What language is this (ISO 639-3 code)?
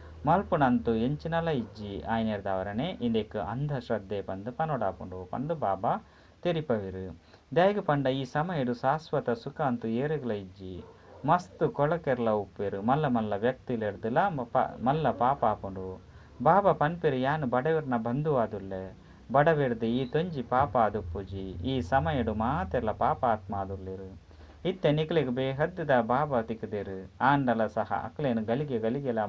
tcy